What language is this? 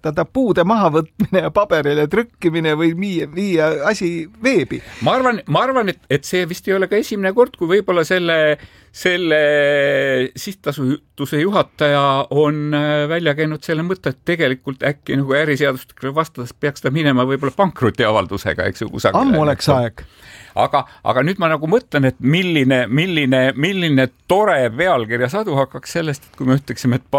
Estonian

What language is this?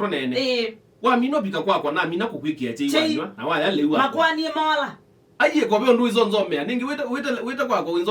Kamba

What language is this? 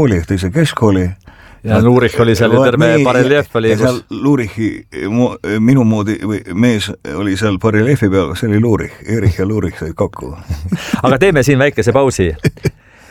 Estonian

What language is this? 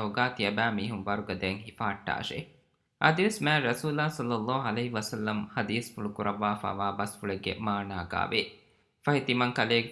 Divehi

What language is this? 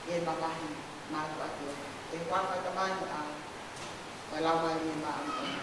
Tongan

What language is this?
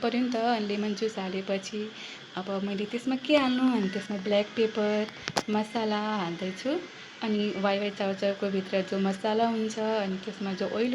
Nepali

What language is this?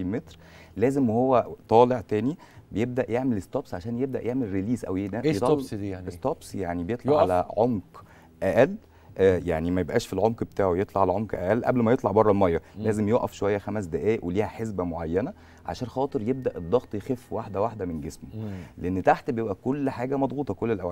Egyptian Arabic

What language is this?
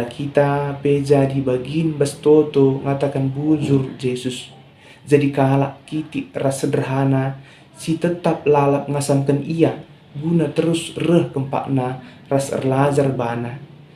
Batak Karo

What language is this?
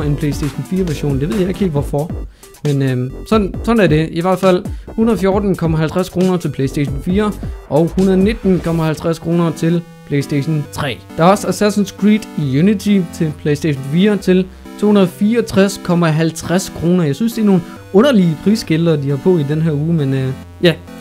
Danish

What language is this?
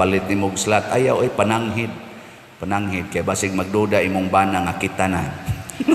Cebuano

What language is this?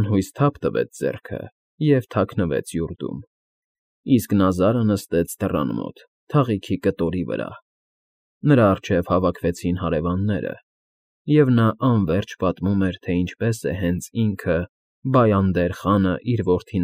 Armenian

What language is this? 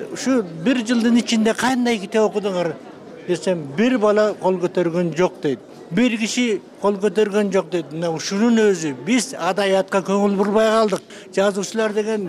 Kyrgyz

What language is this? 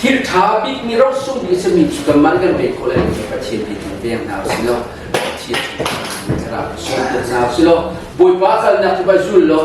Hakha Chin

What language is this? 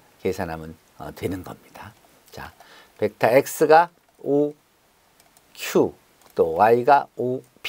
Korean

